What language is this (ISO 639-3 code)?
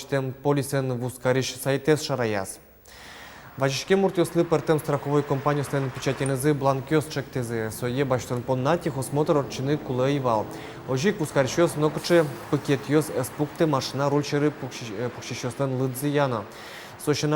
udm